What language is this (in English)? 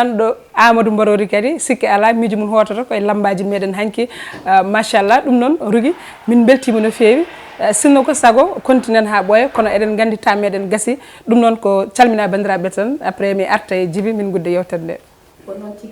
Fula